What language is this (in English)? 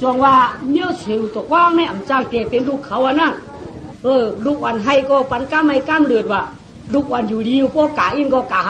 Shan